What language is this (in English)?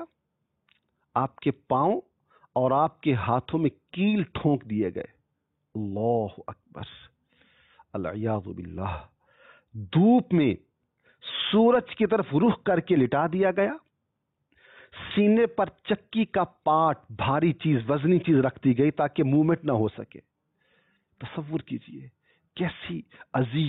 Urdu